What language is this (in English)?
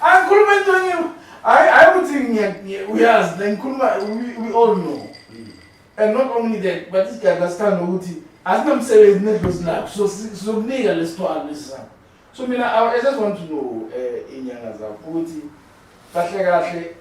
Zulu